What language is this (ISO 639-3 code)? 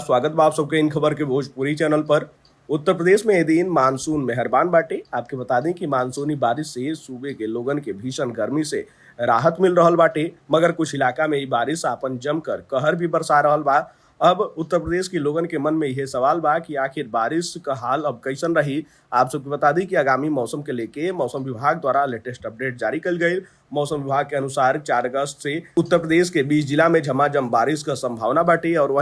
bho